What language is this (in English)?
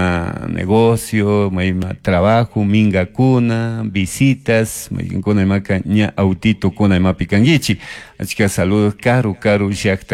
Chimborazo Highland Quichua